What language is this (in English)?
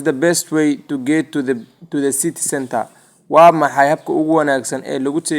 Somali